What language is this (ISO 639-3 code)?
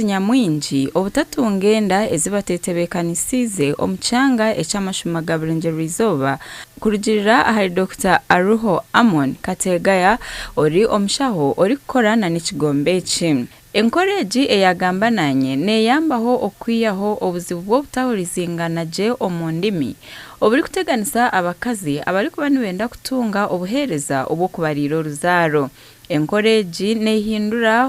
nyn